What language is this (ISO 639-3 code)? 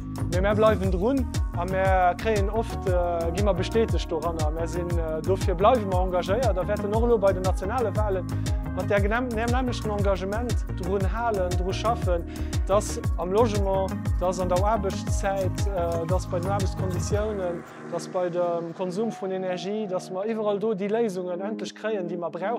ltz